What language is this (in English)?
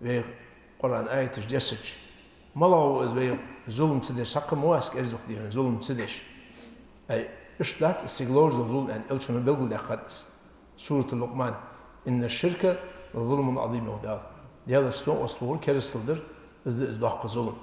Ingush